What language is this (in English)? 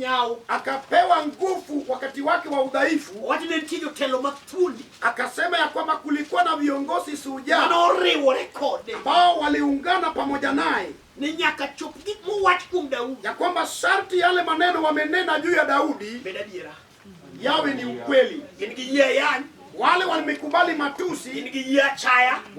Luo (Kenya and Tanzania)